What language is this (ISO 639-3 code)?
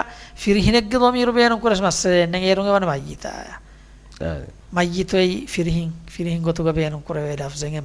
div